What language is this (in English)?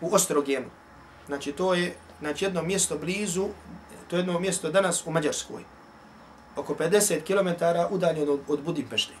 Bosnian